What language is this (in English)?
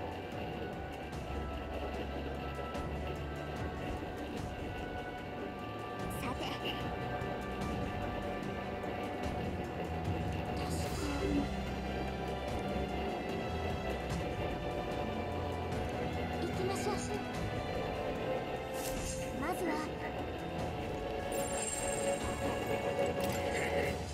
Japanese